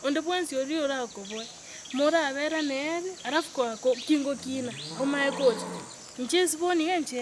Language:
Gusii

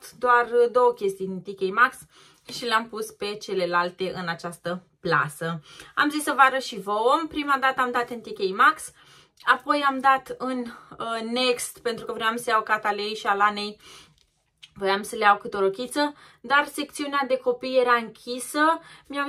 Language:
Romanian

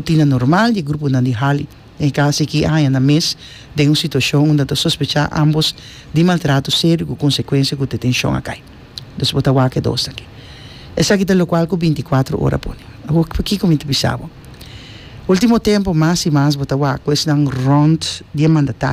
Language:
Papiamento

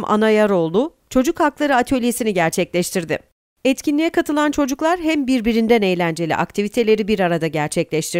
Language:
Turkish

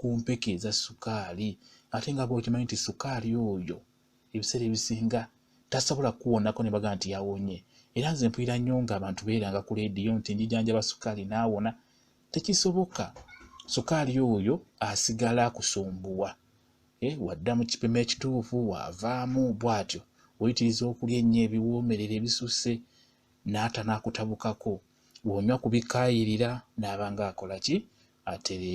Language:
Ganda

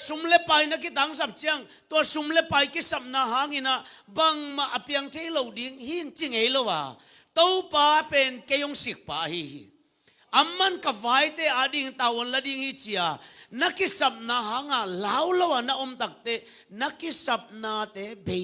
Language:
Tedim Chin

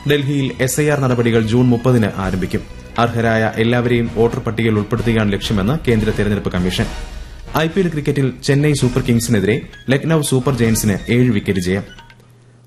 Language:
Malayalam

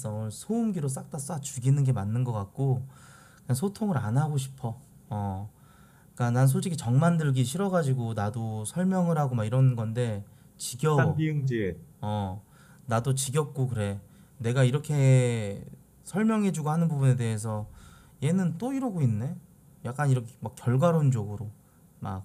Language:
Korean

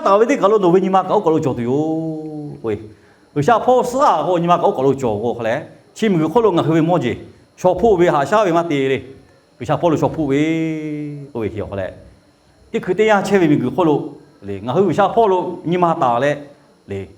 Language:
Lahu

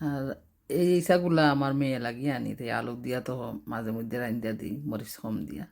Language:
Sylheti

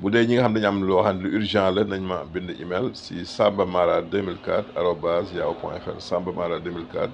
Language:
Wolof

